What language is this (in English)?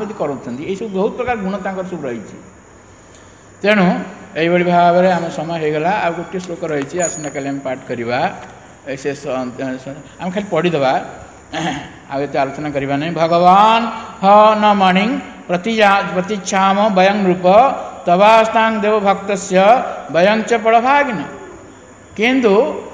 Odia